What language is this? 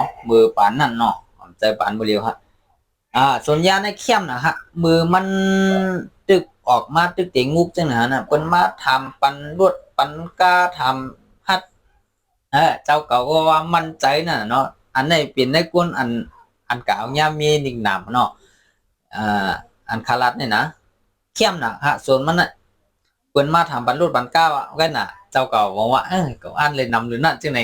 Shan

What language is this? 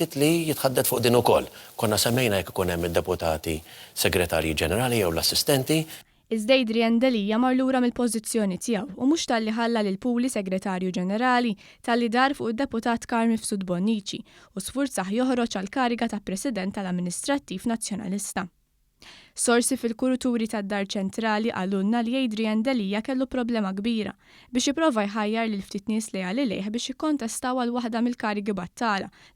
Maltese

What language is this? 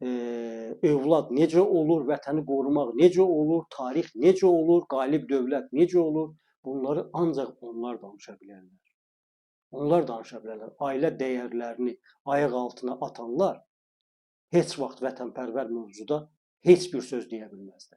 Azerbaijani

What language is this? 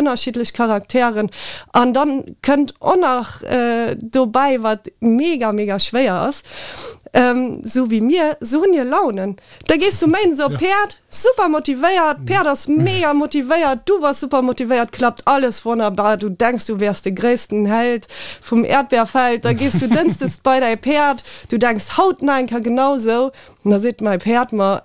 Luxembourgish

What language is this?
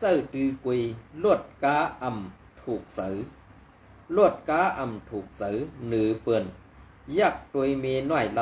Shan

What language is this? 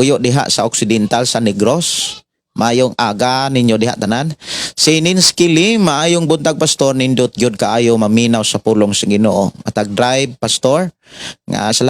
Cebuano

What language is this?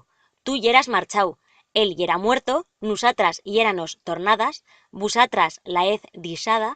Aragonese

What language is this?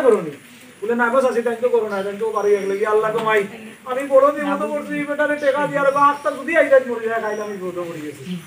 Sylheti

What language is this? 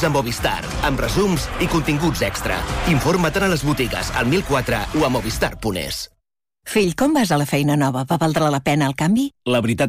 Catalan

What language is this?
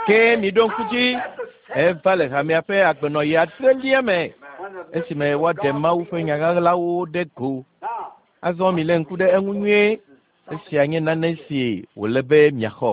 Ewe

